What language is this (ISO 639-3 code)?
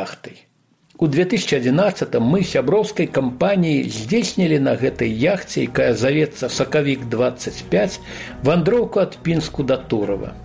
bel